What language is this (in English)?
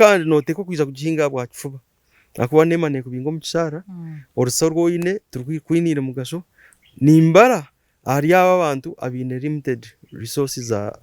Nyankole